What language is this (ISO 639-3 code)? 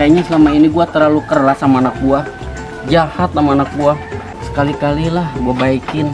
bew